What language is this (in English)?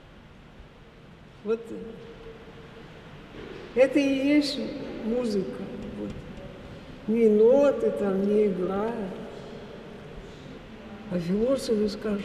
Russian